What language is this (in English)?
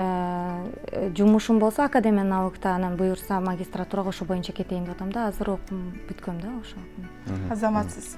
Kyrgyz